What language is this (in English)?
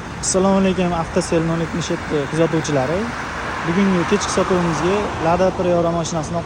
Uzbek